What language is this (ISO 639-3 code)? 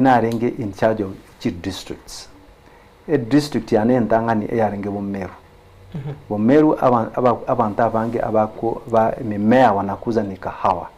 guz